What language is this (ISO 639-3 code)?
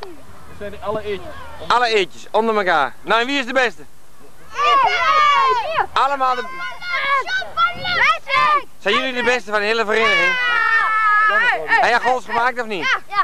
nld